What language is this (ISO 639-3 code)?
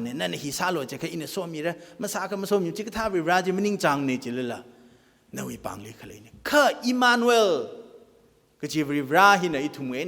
nmf